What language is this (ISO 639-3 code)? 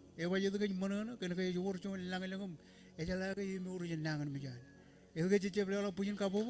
mah